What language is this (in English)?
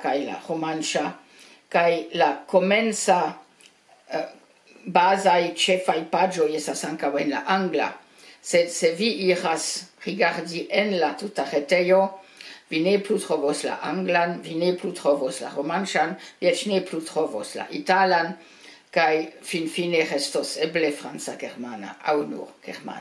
Esperanto